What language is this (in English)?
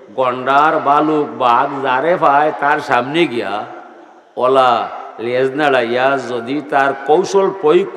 Sylheti